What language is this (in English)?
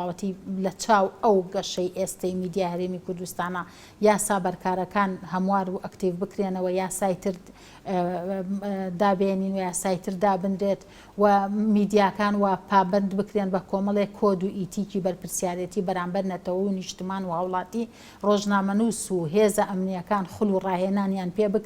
Central Kurdish